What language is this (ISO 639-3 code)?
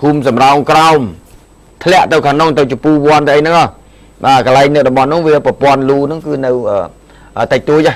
khm